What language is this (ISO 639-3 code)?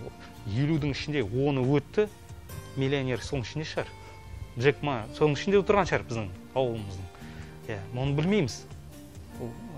kaz